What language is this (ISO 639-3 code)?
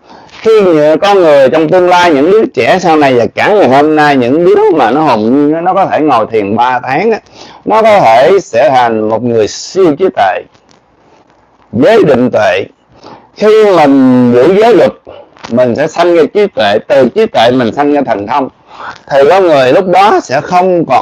vie